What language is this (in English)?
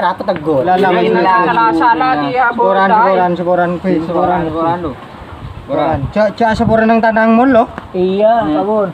Madurese